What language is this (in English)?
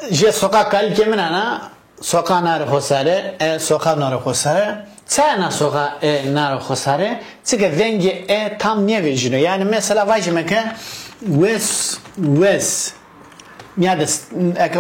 Zaza